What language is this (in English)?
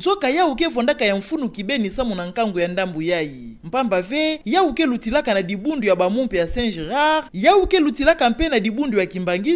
Kituba (Democratic Republic of Congo)